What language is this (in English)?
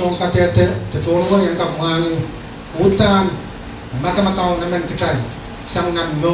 Pohnpeian